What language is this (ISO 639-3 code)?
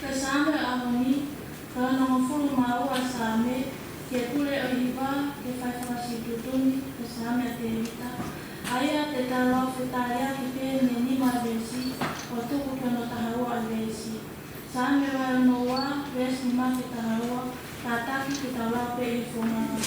ton